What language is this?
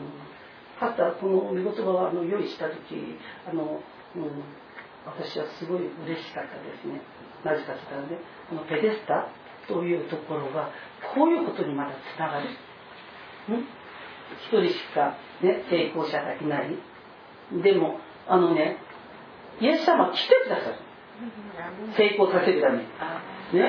Japanese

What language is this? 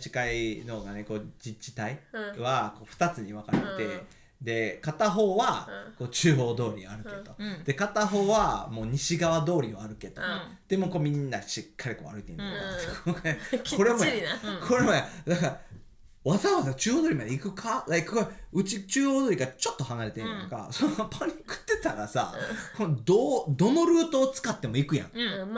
Japanese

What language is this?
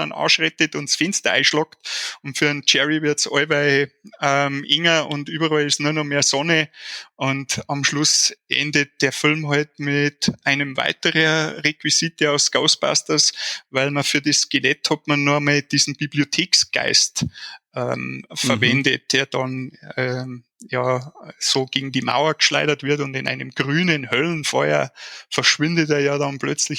Bavarian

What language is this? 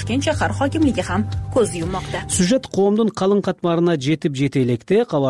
Kyrgyz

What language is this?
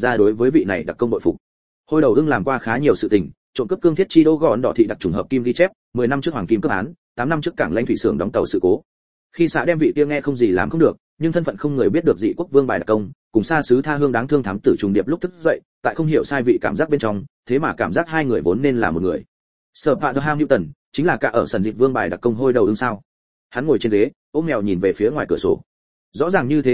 Vietnamese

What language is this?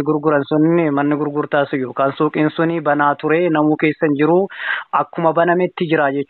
Oromo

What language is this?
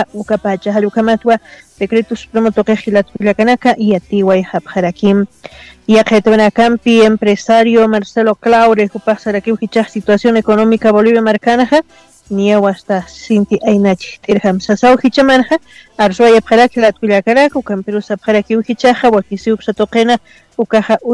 Aymara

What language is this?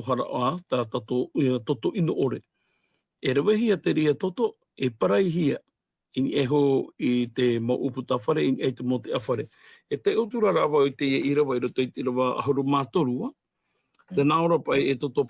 Tahitian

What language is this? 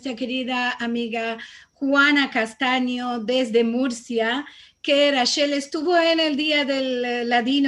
Ladino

